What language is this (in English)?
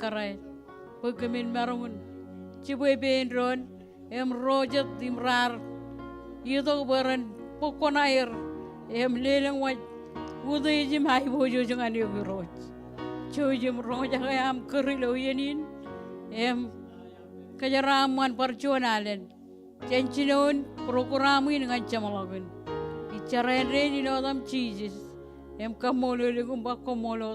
Marshallese